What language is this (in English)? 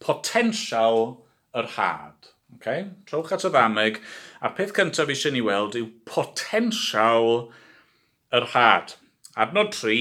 Welsh